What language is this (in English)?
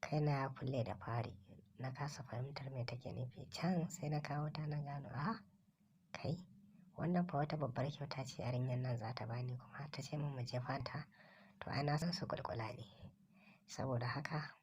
Hausa